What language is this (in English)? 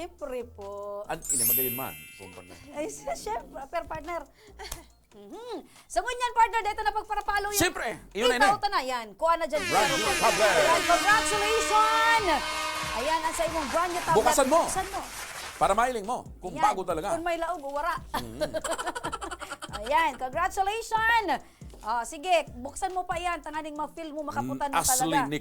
Bikol